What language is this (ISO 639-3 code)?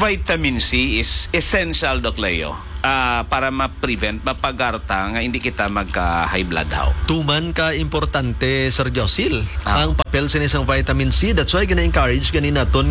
hil